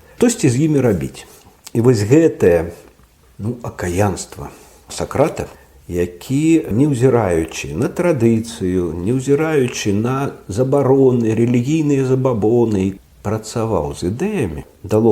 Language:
Belarusian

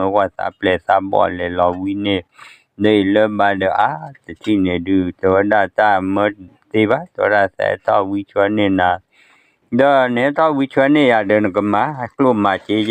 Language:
S'gaw Karen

